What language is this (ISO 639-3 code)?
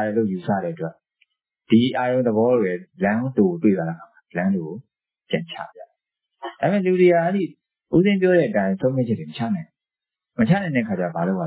mya